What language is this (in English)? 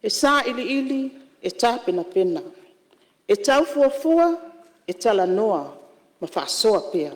Samoan